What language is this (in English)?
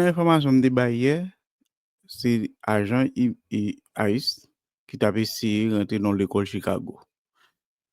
Haitian Creole